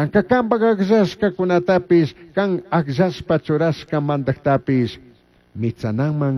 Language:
Chimborazo Highland Quichua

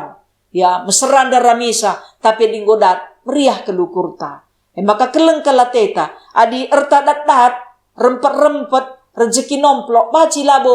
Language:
Batak Karo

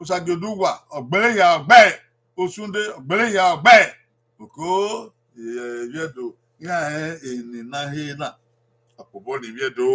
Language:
Bini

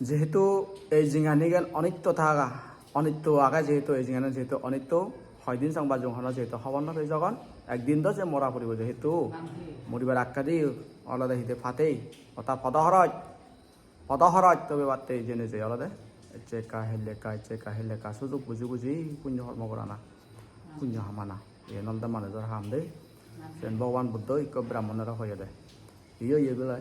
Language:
Chakma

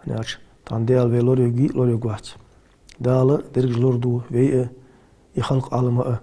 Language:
Ingush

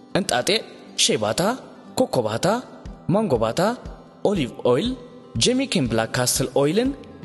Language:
Tigrinya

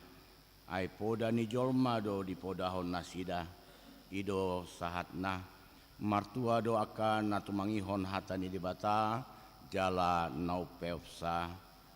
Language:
Batak Toba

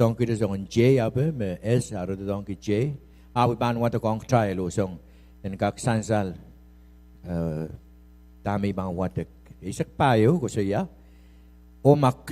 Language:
Pohnpeian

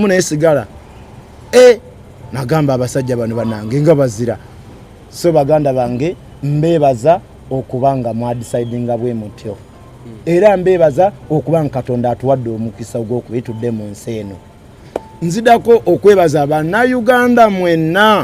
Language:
Ganda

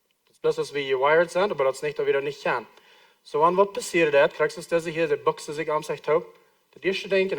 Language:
Plautdietsch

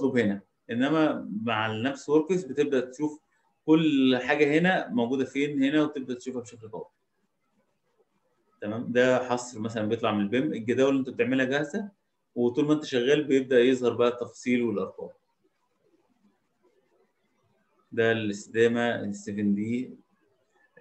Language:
Egyptian Arabic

